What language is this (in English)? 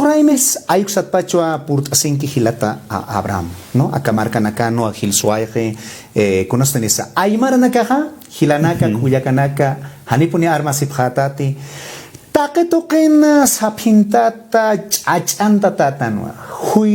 Aymara